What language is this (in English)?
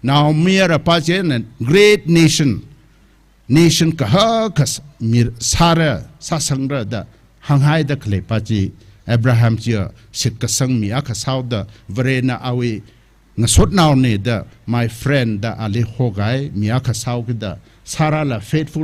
Tangkhul Naga (India)